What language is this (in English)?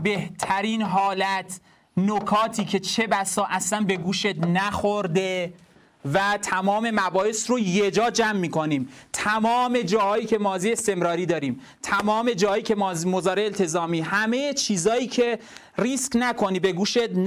Persian